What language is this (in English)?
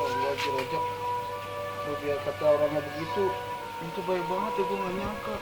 Betawi